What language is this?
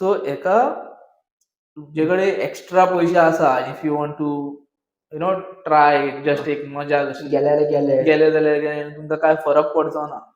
Konkani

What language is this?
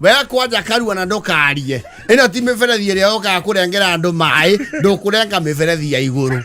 Kikuyu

